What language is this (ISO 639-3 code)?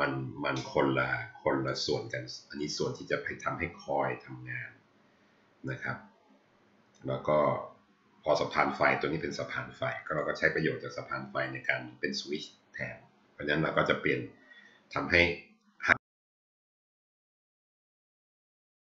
tha